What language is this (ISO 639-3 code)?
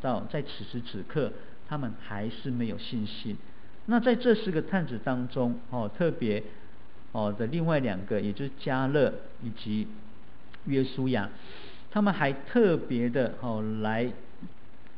zho